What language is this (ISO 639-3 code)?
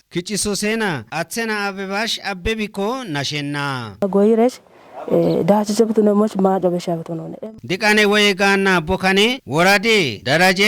kbr